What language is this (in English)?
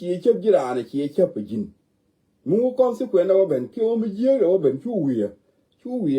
Nuer